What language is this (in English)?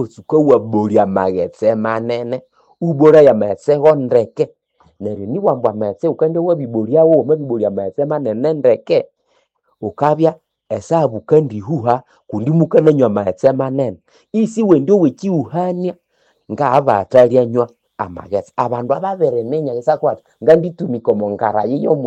Nande